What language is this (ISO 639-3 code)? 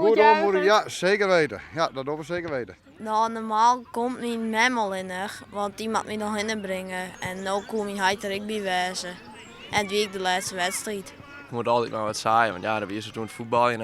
fry